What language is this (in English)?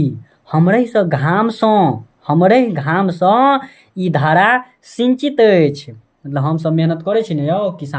Maithili